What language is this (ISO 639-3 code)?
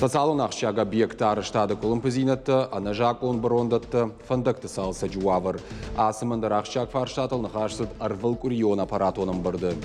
oss